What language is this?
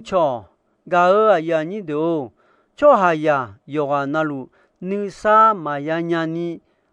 Akha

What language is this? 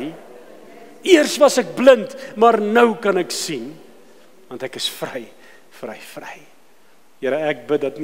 Afrikaans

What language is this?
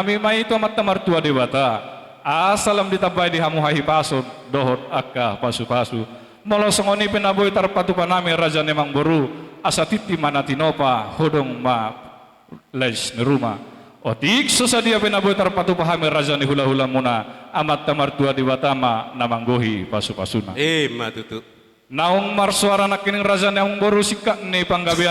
Batak Toba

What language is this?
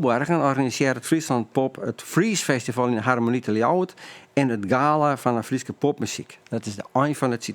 Western Frisian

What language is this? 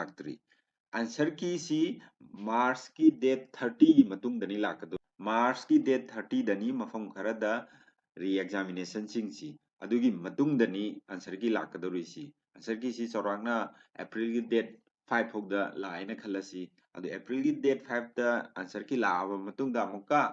Manipuri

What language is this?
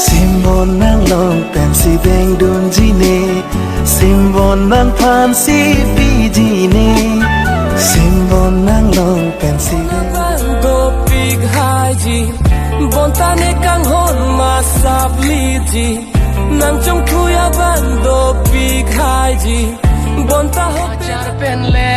Karbi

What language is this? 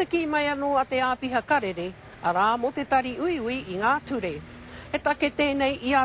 Māori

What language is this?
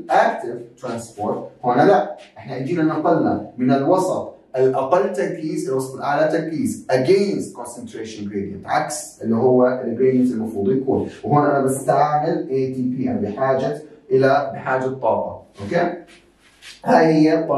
South Levantine Arabic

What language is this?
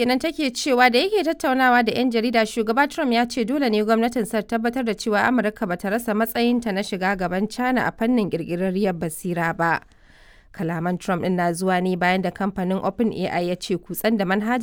Hausa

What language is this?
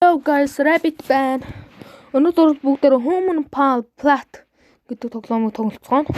Mongolian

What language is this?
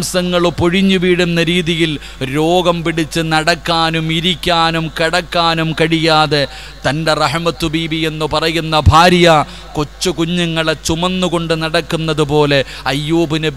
Malayalam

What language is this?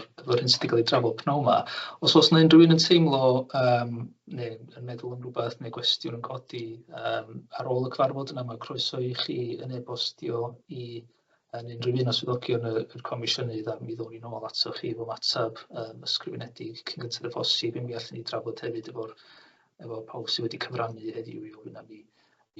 Welsh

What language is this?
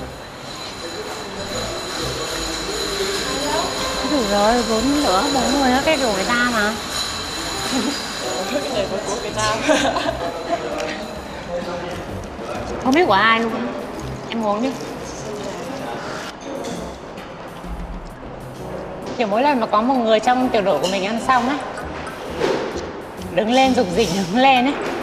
Vietnamese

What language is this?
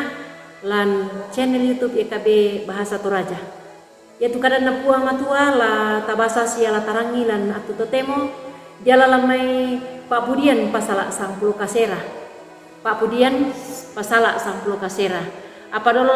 Toraja-Sa'dan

